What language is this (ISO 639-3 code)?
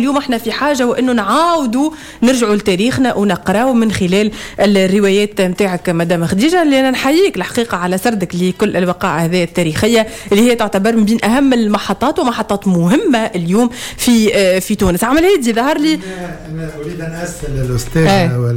aeb